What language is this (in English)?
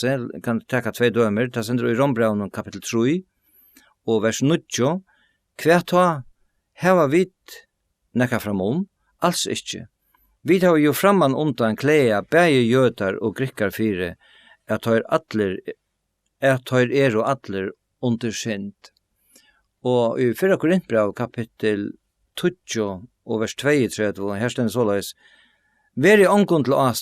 Faroese